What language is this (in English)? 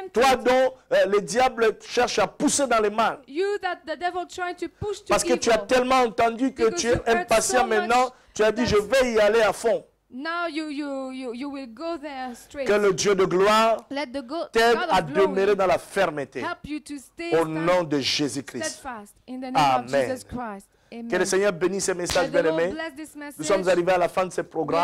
French